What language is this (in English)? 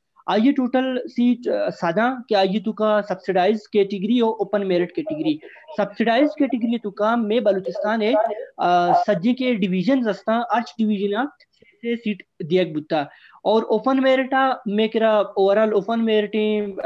Baluchi